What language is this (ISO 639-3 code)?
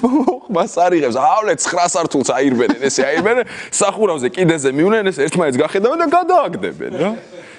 kat